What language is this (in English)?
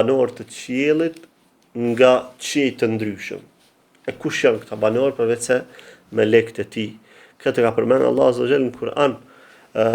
Albanian